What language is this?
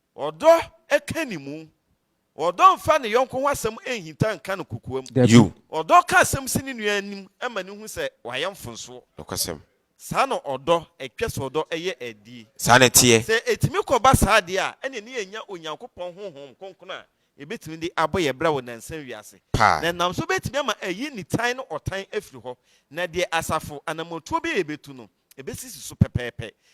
Akan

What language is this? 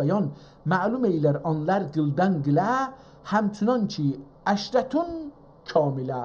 South Azerbaijani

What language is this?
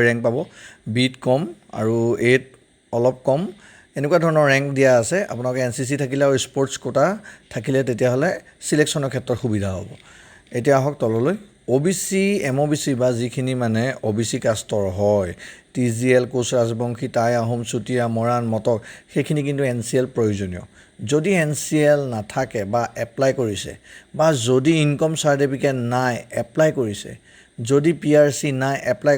Assamese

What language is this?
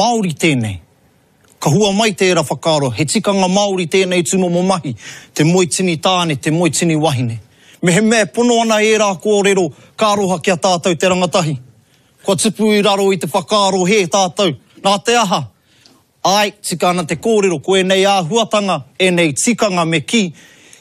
Māori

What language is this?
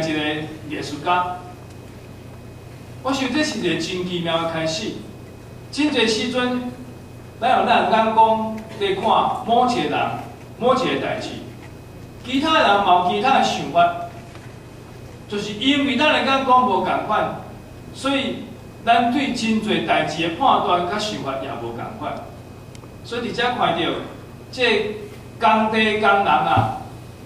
Min Nan Chinese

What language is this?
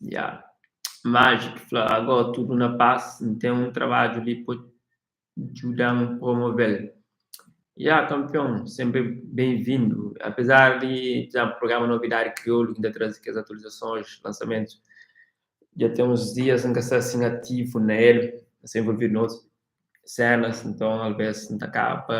Kabuverdianu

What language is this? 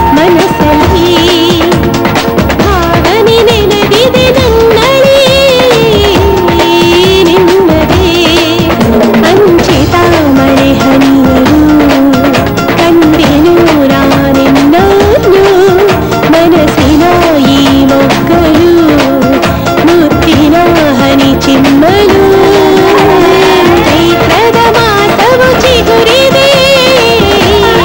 Kannada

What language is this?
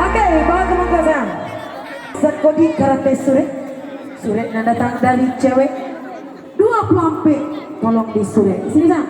Minangkabau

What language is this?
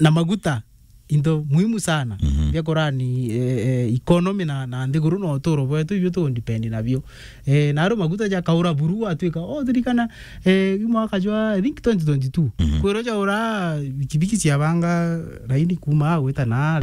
Meru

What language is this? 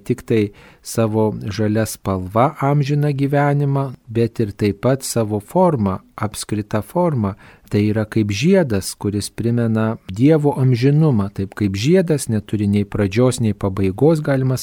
Lithuanian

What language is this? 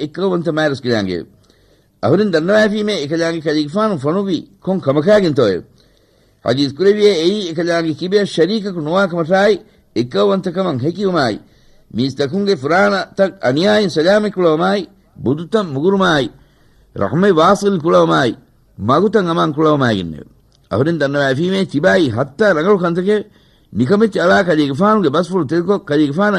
Divehi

